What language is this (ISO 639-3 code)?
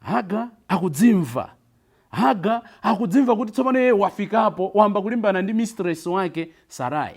nya